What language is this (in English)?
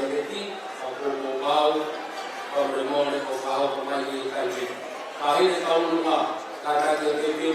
Tongan